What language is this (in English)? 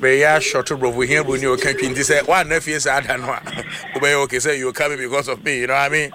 Akan